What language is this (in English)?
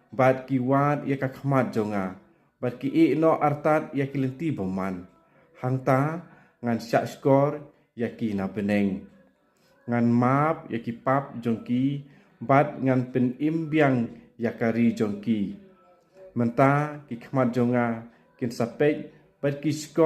Khasi